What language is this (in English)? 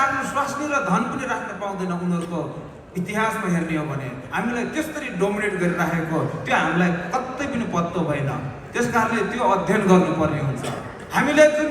Nepali